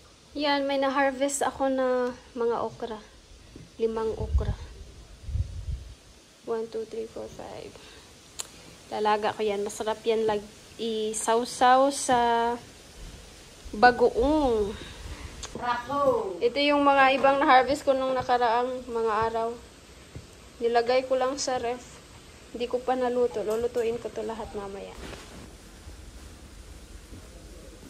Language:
Filipino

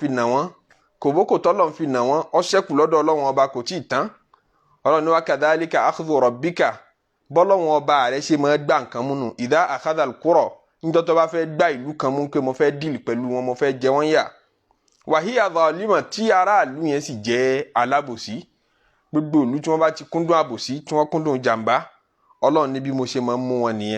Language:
Yoruba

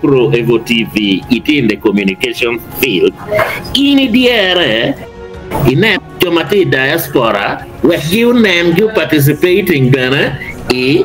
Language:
Acoli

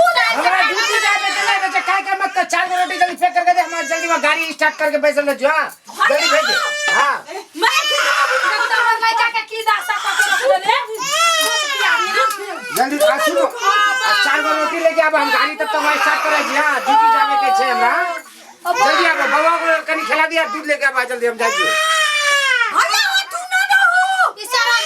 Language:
Maithili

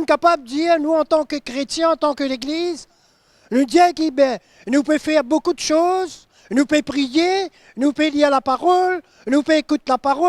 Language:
Morisyen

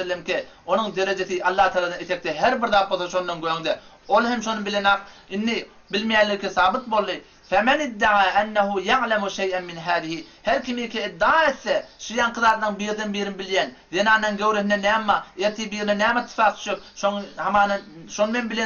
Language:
Turkmen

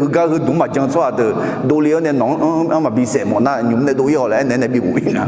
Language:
Akha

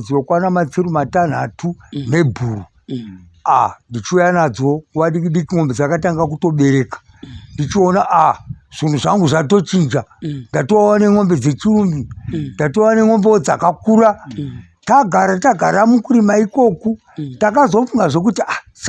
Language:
Shona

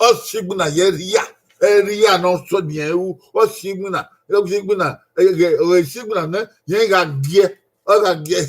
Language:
Bini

